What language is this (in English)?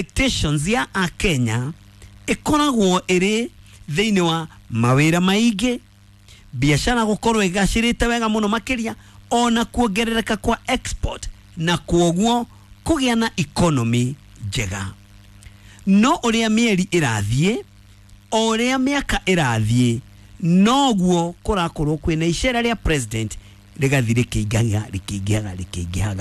Kikuyu